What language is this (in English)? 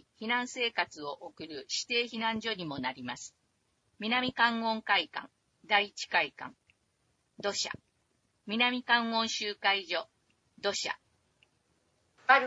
Japanese